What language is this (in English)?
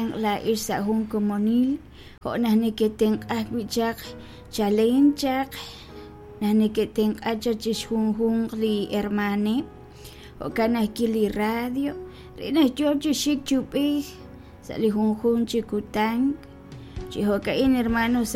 Kekchí